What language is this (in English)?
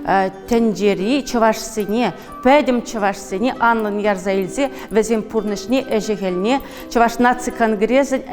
Chuvash